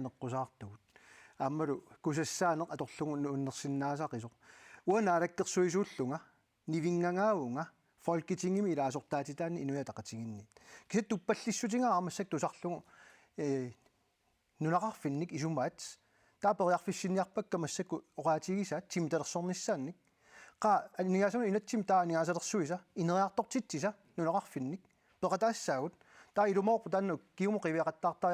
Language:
Kalaallisut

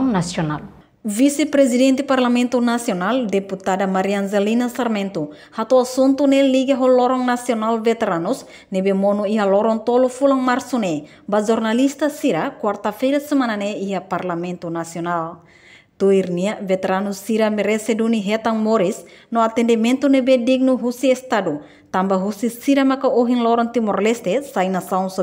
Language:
Tetum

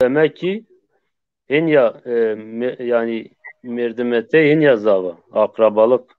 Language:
Zaza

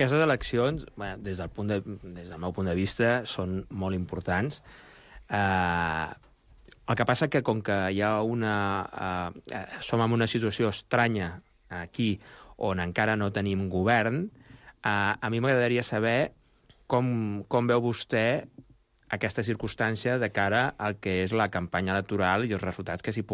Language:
Catalan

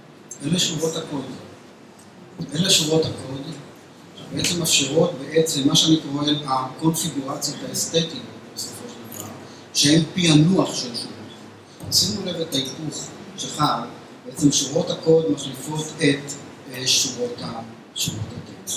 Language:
Hebrew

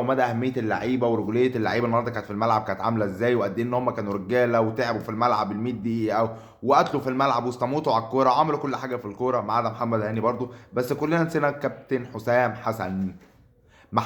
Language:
Egyptian Arabic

